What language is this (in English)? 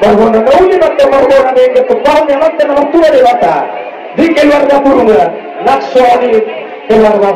Batak Toba